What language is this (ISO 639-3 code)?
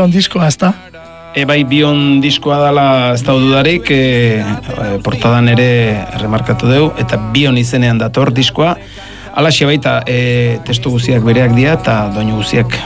eus